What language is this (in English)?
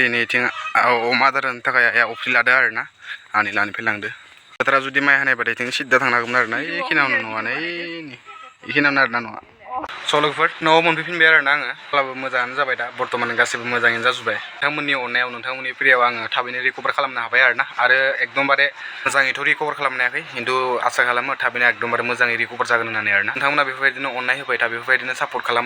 Bodo